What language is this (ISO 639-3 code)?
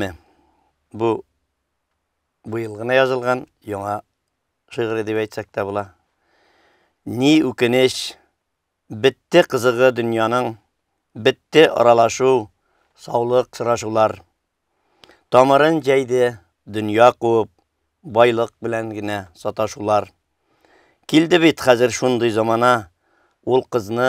tat